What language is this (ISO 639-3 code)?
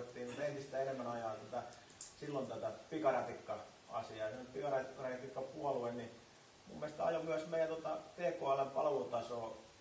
fin